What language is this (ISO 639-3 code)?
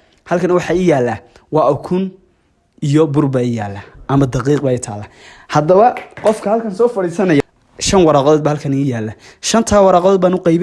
som